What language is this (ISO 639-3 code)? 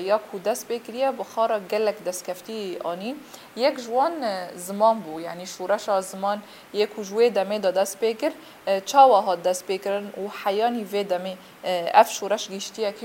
kur